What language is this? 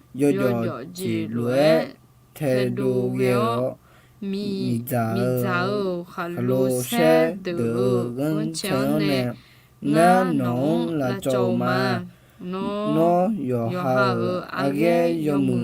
Akha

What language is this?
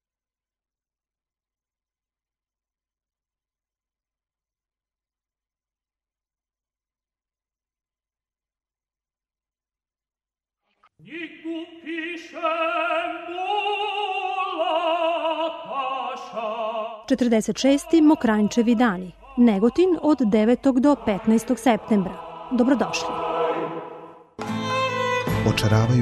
Serbian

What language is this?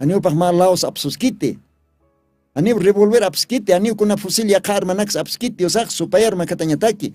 Aymara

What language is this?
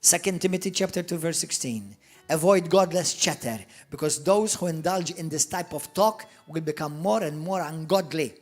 English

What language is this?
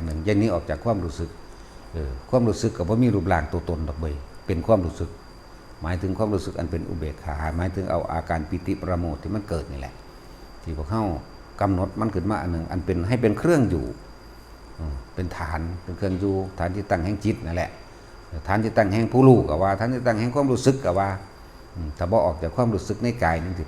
Northeastern Thai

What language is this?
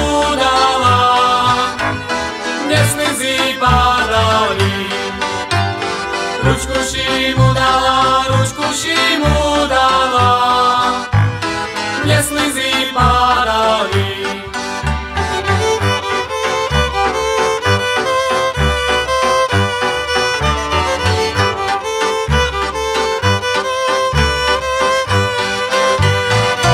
Slovak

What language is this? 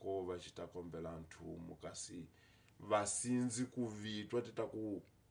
Tsonga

